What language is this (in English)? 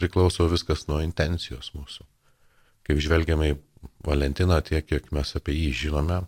Lithuanian